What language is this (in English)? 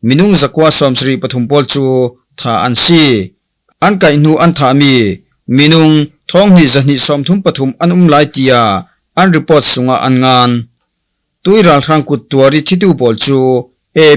Falam Chin